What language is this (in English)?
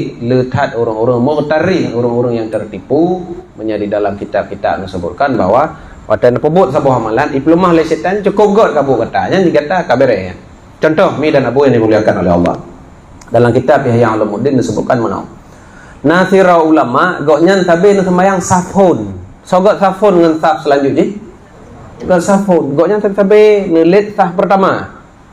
Achinese